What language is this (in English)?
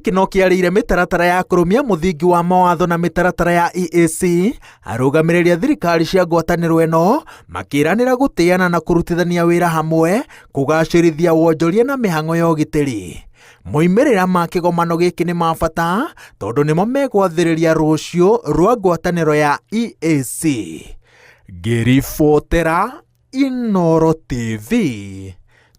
Kikuyu